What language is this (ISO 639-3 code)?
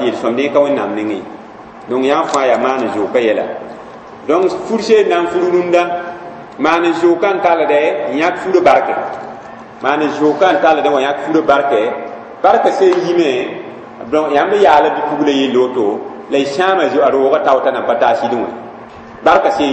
mos